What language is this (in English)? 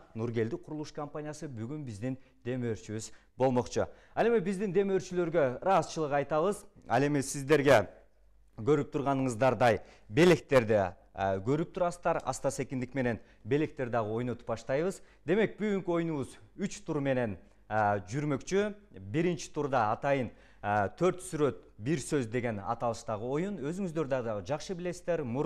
Kyrgyz